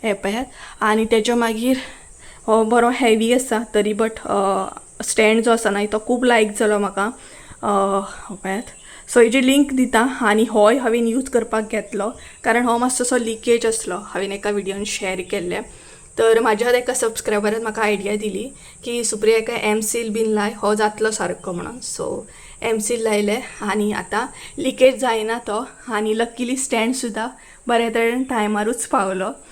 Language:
Konkani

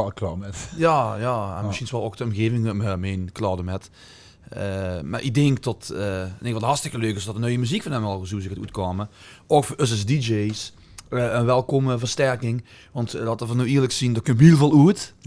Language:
Limburgish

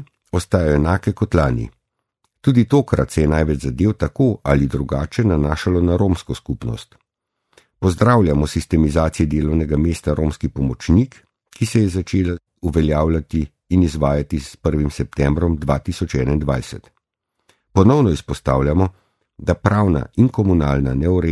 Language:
Slovenian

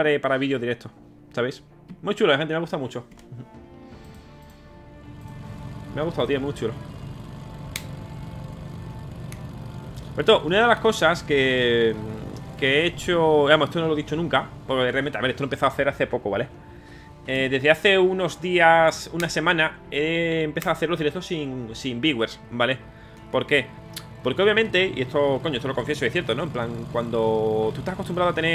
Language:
Spanish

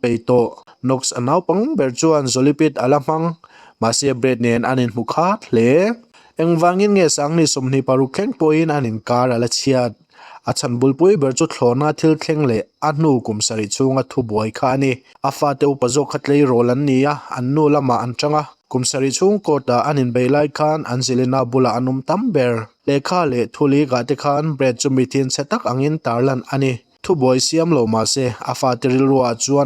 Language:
Mizo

